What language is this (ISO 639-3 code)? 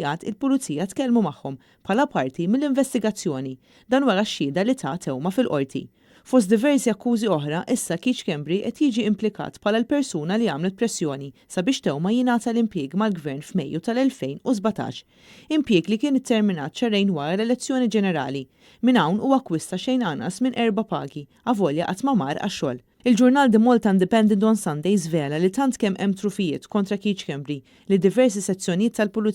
mlt